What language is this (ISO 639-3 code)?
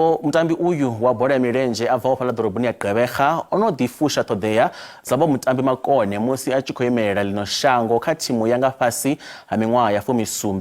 ven